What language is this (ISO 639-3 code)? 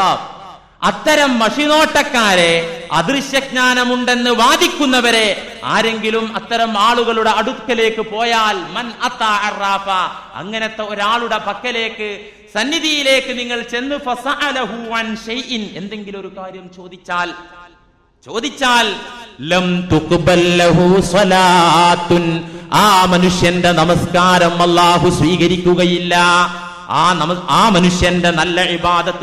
mal